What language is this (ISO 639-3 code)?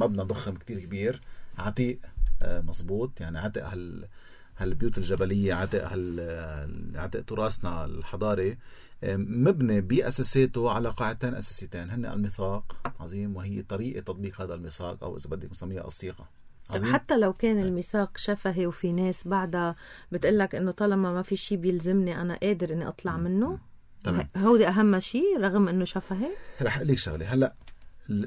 apc